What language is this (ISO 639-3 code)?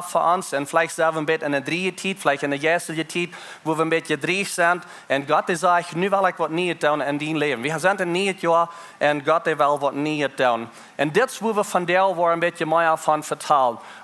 pdt